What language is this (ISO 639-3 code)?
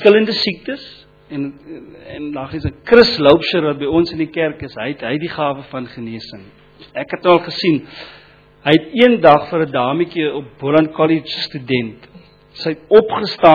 afr